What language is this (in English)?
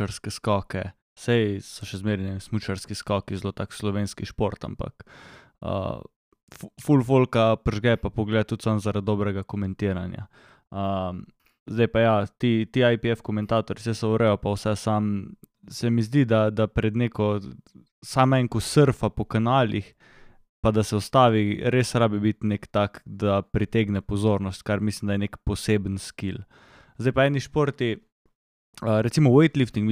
Slovenian